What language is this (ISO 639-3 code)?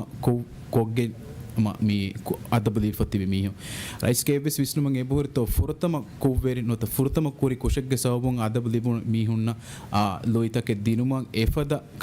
div